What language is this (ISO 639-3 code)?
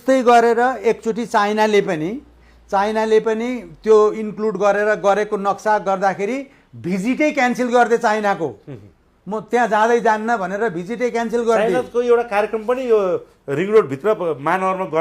nep